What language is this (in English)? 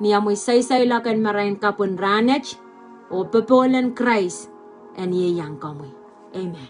Pohnpeian